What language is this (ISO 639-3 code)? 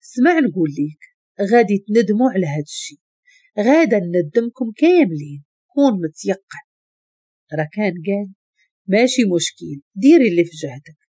ary